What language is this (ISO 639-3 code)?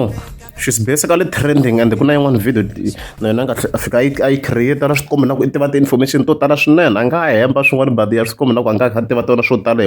tso